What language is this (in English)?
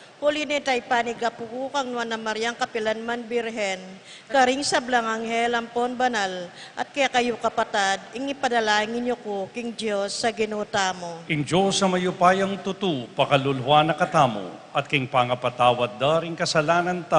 Pampanga